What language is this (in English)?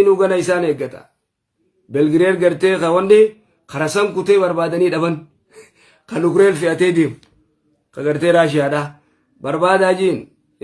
Oromo